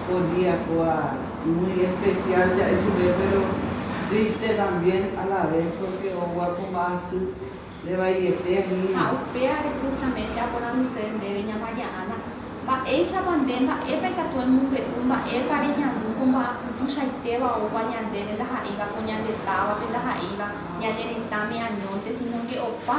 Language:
Guarani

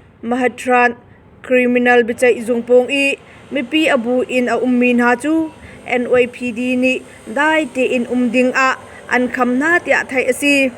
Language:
Hakha Chin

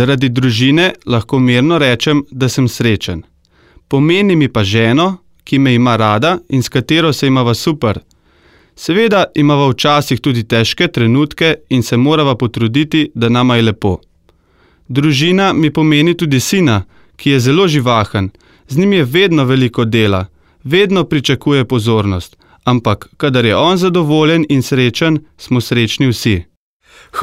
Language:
Slovenian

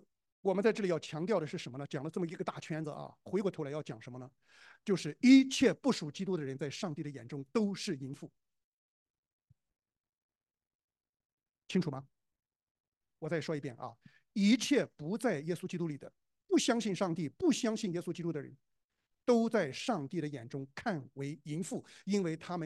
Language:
Chinese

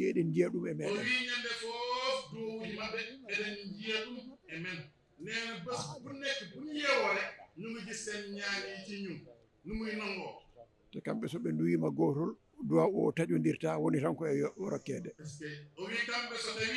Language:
Fula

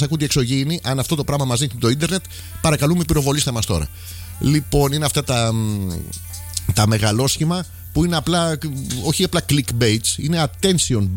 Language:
Greek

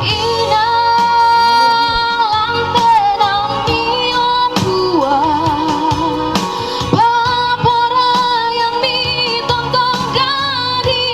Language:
Toraja-Sa'dan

